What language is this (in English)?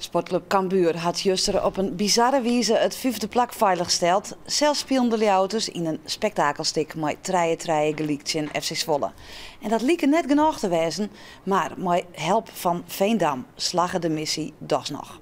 Western Frisian